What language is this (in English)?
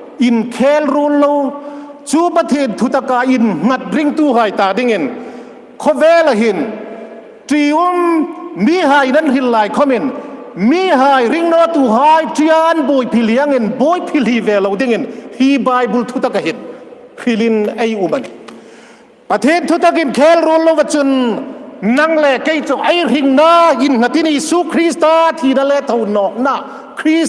Hmar